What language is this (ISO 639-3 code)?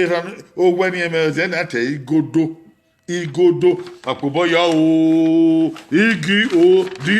bin